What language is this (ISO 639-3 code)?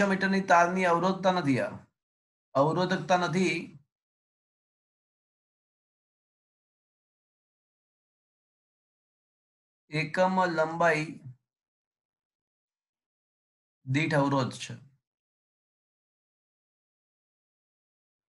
guj